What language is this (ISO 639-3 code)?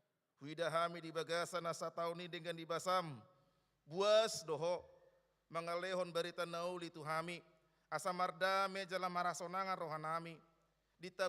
bbc